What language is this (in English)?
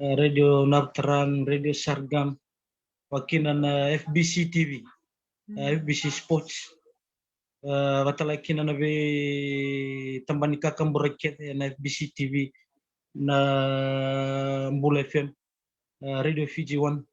Fijian